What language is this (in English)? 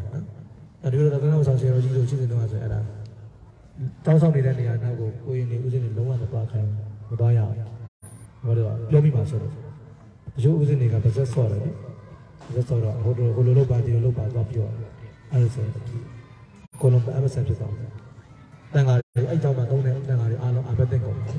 Burmese